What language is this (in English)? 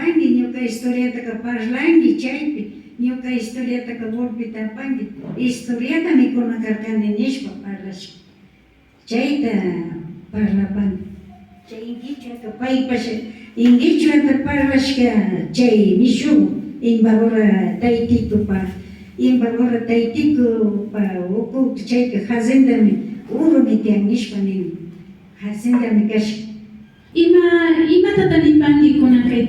Imbabura Highland Quichua